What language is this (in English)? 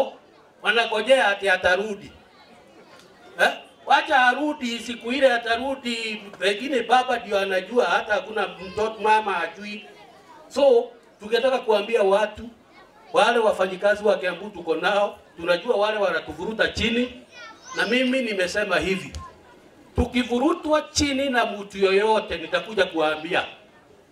Swahili